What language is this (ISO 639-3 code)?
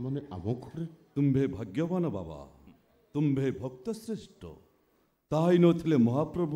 ori